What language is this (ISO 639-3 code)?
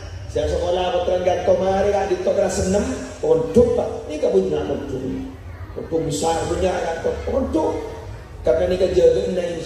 mad